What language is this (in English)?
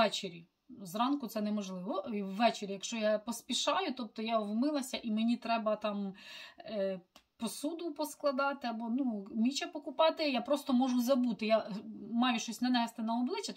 Ukrainian